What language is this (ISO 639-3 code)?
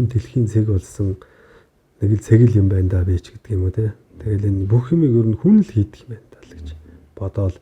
mon